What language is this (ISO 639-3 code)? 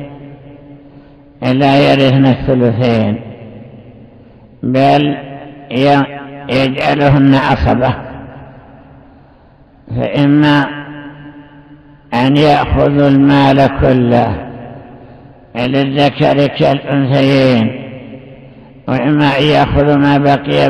ara